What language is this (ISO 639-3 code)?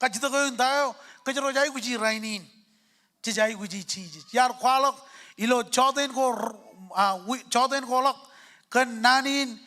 mah